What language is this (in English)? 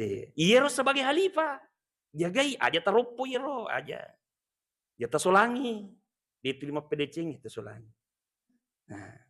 Buginese